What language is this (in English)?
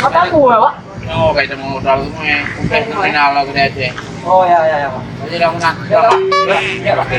Achinese